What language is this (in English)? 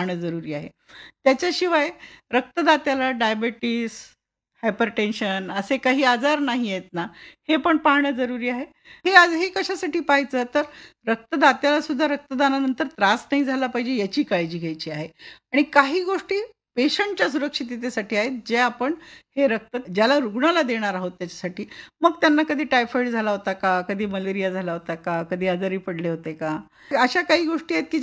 Marathi